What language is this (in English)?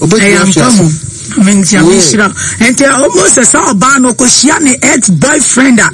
Akan